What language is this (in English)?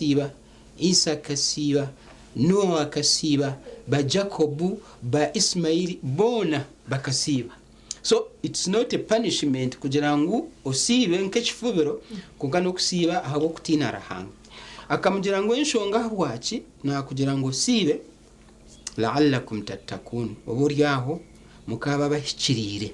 Nyankole